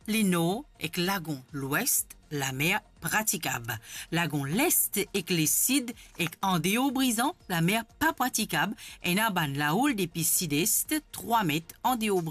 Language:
Morisyen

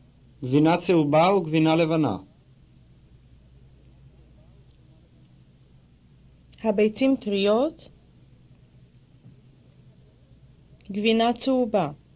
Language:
Hebrew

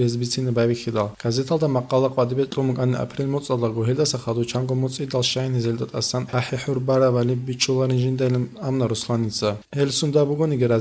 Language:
Avaric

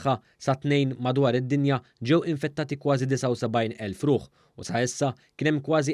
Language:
Maltese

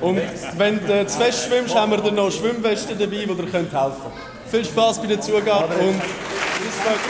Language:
Swiss German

